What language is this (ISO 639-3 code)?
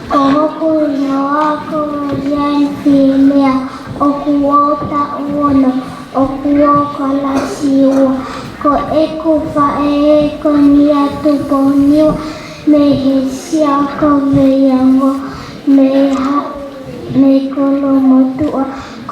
ton